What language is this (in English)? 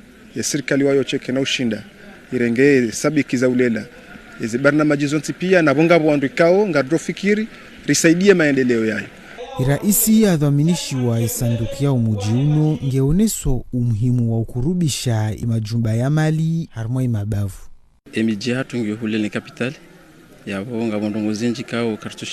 Ngazidja Comorian